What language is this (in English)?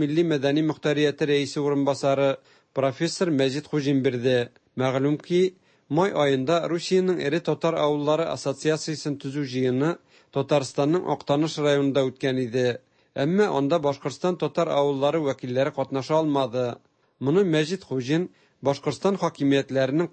Tatar